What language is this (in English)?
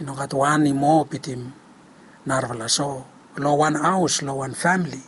Bislama